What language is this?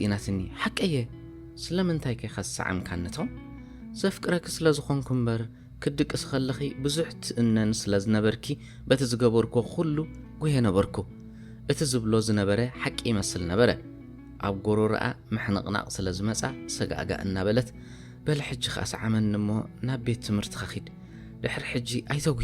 Tigrinya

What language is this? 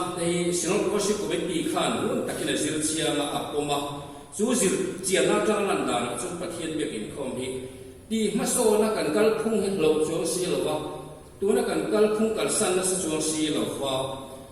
Mizo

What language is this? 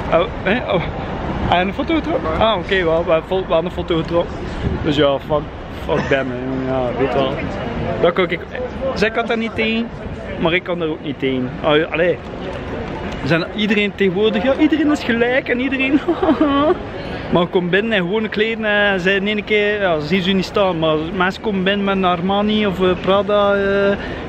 Dutch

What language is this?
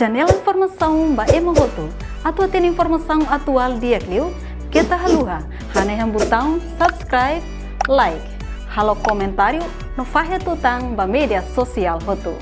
Tetum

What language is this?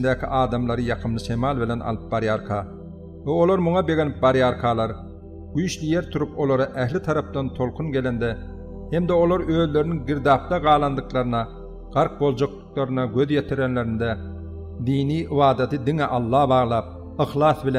Turkmen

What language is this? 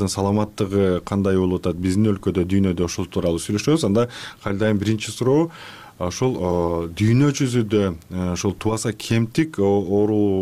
Kyrgyz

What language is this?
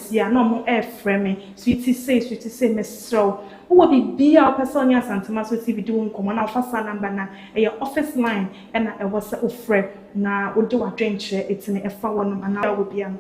Akan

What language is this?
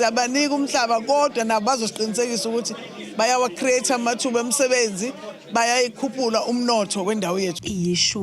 Zulu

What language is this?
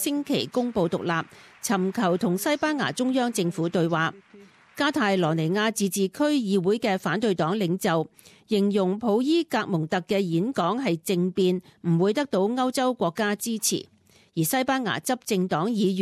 Cantonese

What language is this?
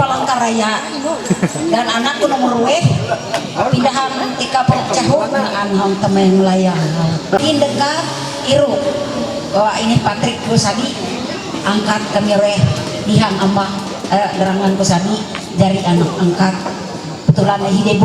Ma'anyan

